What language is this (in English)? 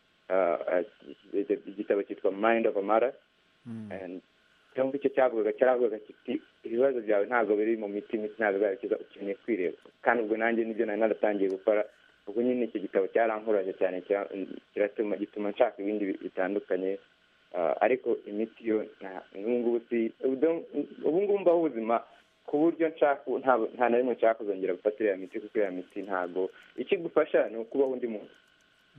Kinyarwanda